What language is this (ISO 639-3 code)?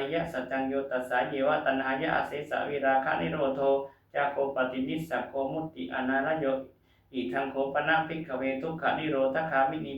pli